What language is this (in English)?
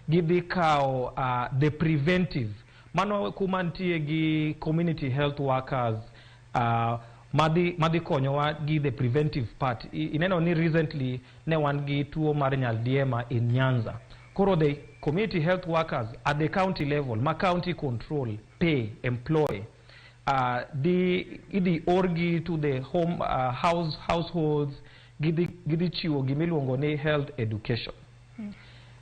Luo (Kenya and Tanzania)